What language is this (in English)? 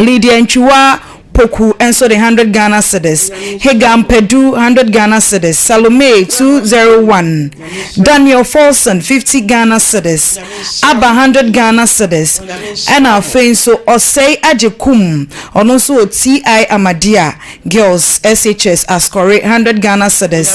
Akan